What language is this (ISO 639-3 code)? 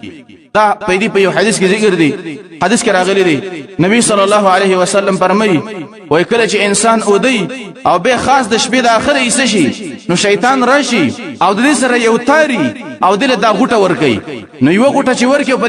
pus